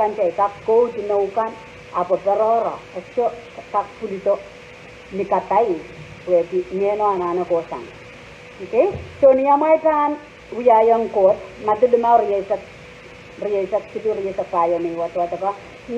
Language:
Pohnpeian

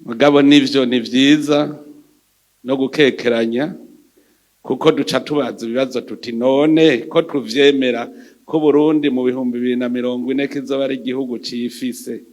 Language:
Rundi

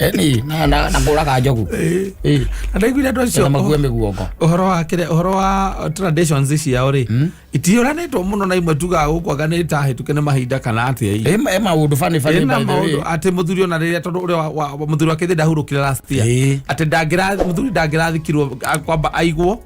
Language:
Kikuyu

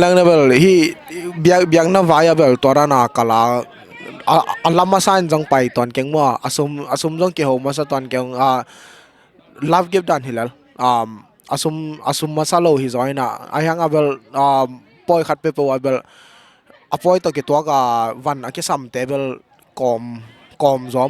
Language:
Tedim Chin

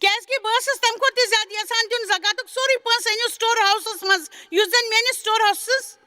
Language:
Kashmiri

